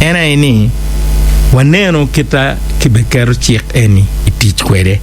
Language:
Acoli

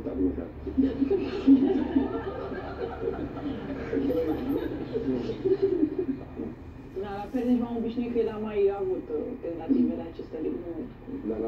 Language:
Romanian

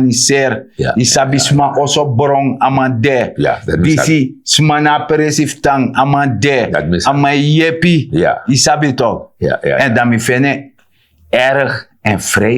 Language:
Sranan Tongo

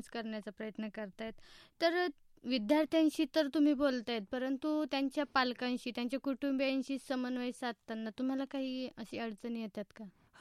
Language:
Marathi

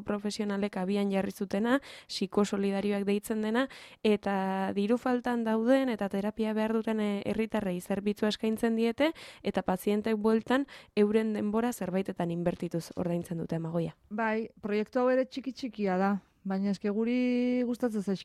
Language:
Basque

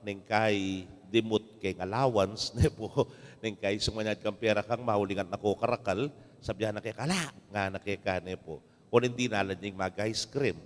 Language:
Pampanga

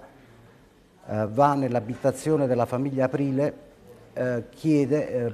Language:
Italian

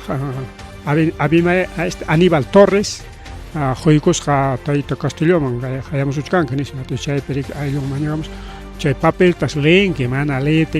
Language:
Ayacucho Quechua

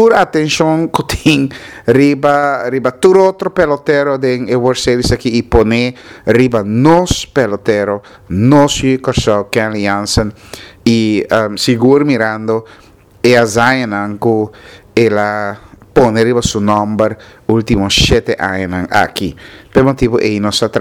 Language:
Papiamento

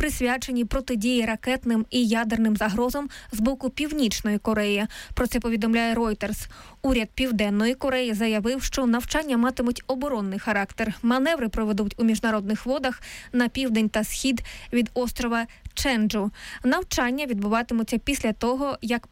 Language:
Ukrainian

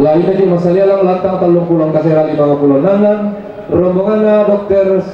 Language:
Toraja-Sa'dan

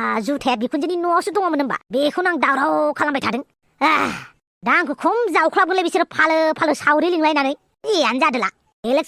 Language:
Bodo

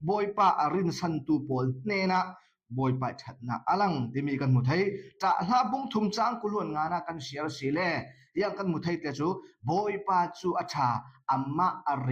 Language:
Falam Chin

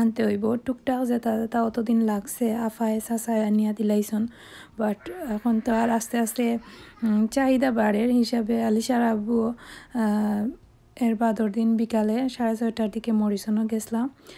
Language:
Sylheti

